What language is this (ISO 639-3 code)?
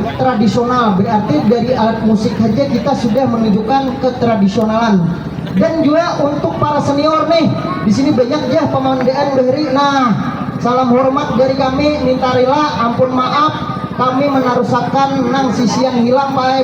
bjn